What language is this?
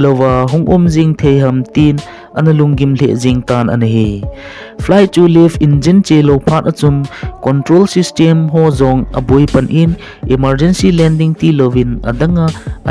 Thado Chin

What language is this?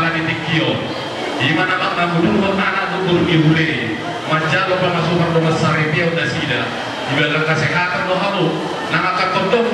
Batak Toba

